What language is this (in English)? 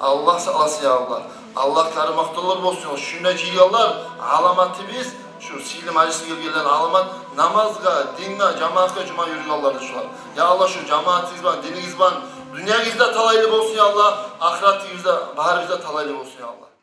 Kumyk